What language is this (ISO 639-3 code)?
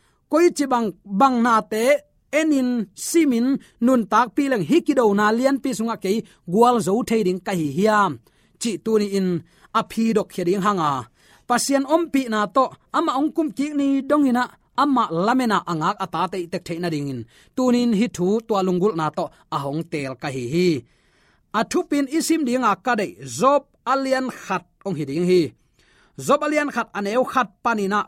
ctd